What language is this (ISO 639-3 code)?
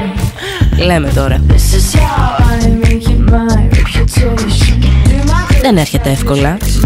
ell